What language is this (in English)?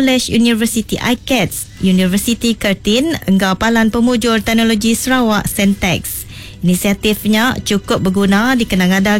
Iban